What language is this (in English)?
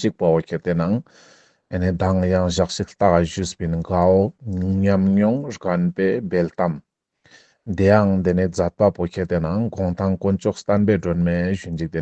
Ladakhi